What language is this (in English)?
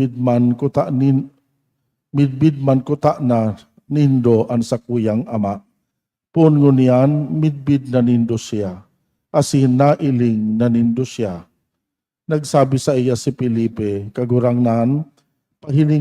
Bikol